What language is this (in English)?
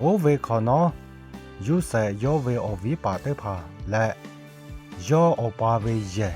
Lahu